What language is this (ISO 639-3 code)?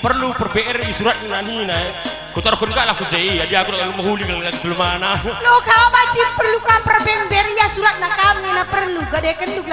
btx